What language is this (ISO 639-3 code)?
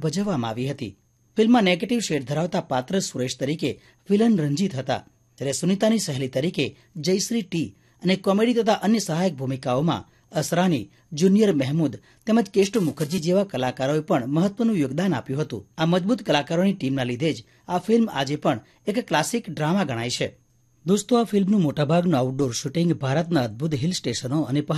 guj